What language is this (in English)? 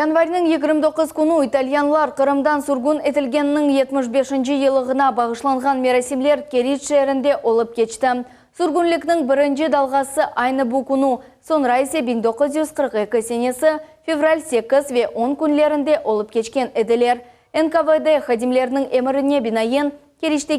Crimean Tatar